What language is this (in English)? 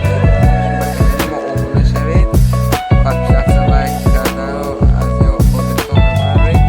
Tajik